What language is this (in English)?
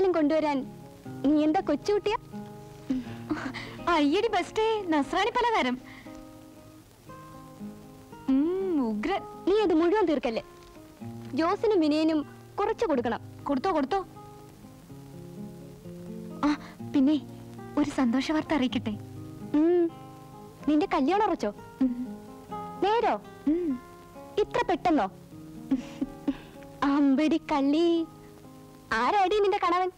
Malayalam